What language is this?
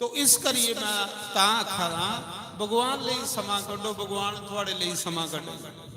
Dogri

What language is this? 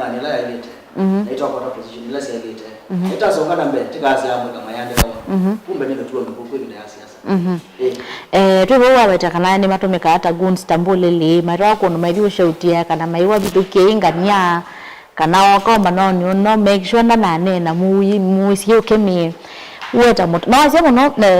Kamba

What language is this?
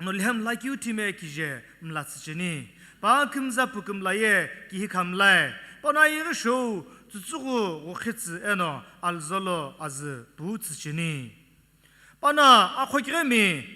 Sumi Naga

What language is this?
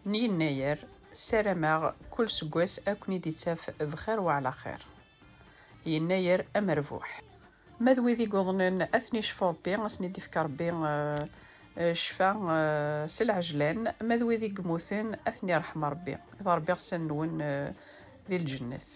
Kabyle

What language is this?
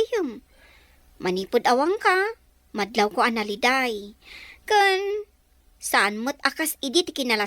Iloko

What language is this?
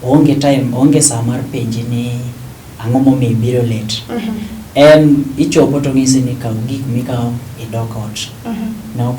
Luo (Kenya and Tanzania)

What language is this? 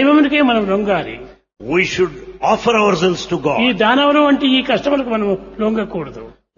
Telugu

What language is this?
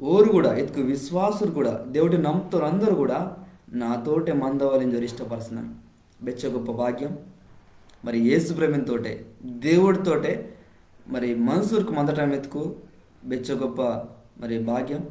Koya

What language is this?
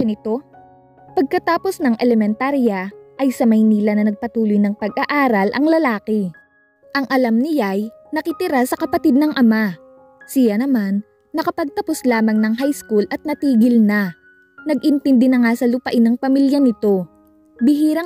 Filipino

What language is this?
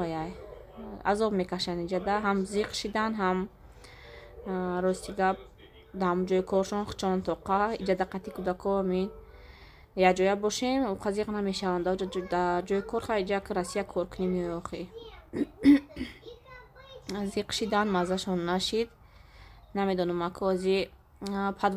Tajik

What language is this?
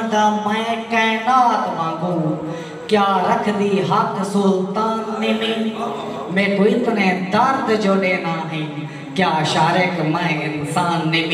Saraiki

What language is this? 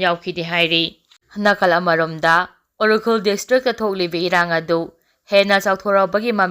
Manipuri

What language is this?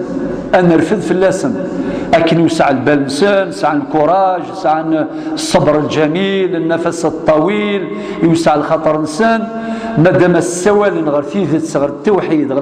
Kabyle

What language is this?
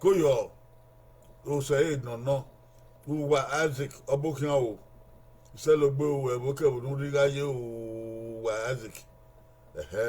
Bini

